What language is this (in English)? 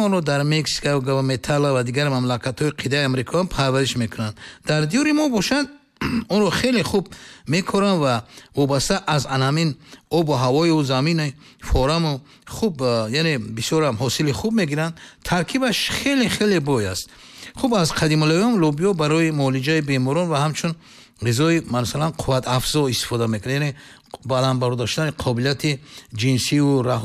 Tajik